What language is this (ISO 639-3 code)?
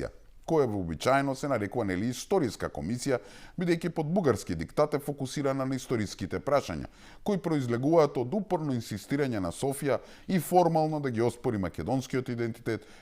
mkd